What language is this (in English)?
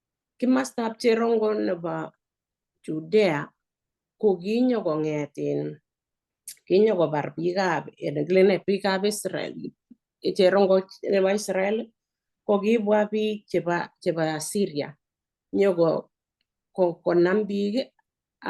Kalenjin